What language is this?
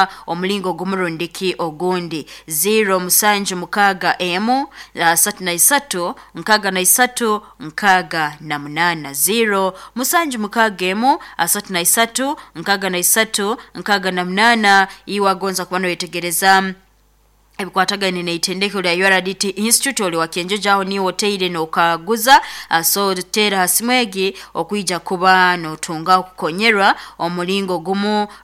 Nyoro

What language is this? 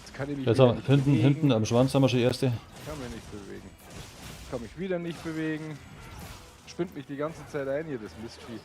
Bavarian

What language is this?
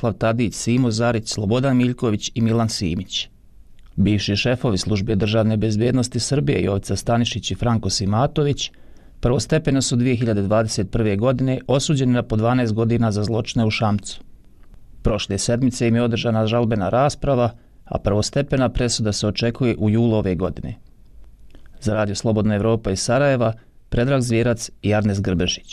Bosnian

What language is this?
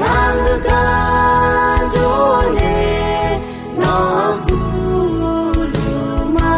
Akha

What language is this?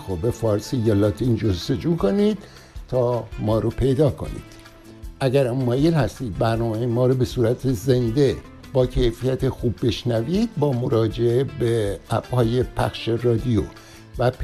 Persian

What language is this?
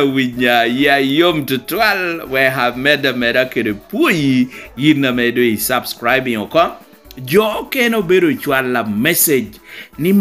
Lango (Uganda)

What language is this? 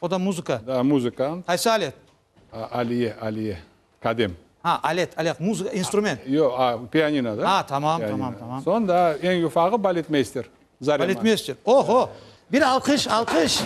Crimean Tatar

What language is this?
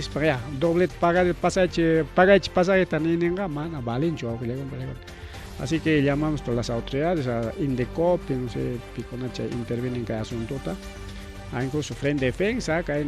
Ayacucho Quechua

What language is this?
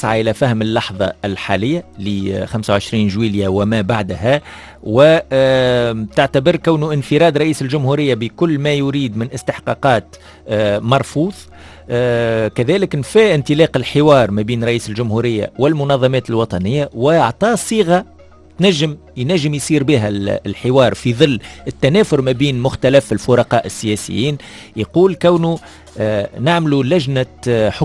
Tunisian Arabic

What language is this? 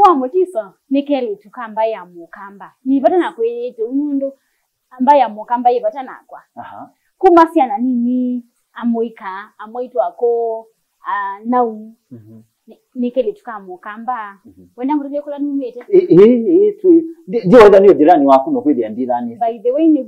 Kamba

